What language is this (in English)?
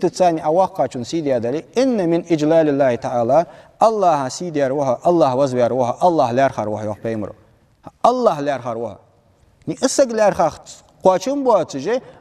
Ingush